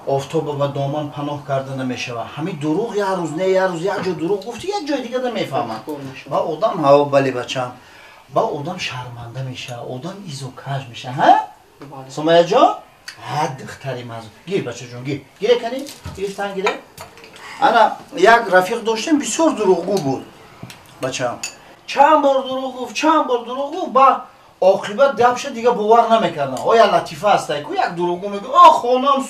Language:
Tajik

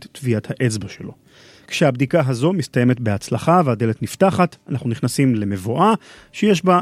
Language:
Hebrew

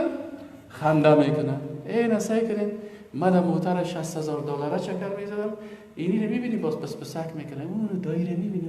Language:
Persian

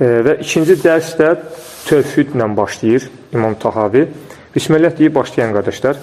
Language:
Azerbaijani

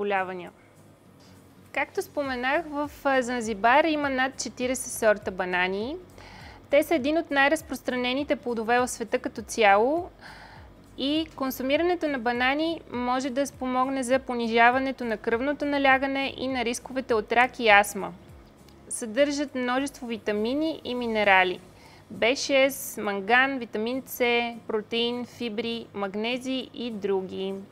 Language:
Bulgarian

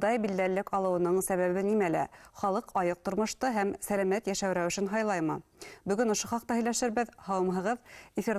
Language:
Bashkir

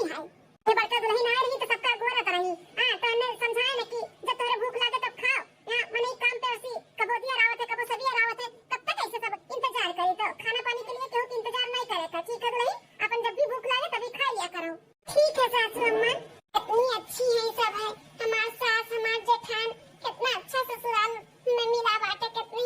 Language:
Awadhi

